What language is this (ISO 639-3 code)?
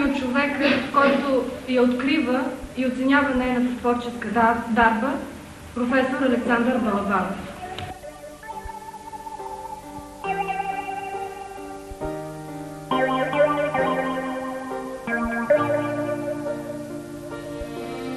bul